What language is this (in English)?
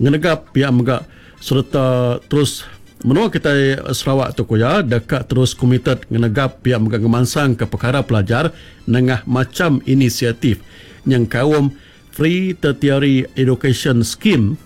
Iban